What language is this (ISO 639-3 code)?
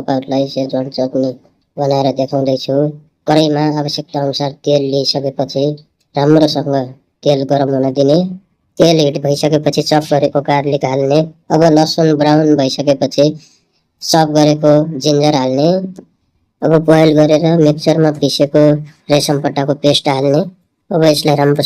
nep